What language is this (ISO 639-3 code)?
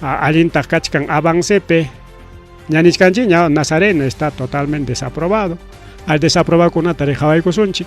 quy